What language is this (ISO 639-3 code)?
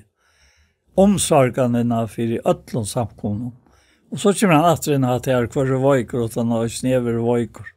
fao